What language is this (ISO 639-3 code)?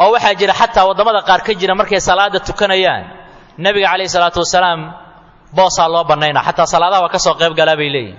som